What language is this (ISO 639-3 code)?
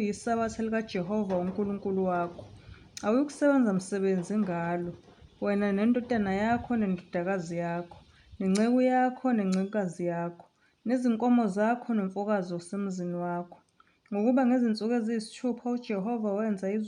zul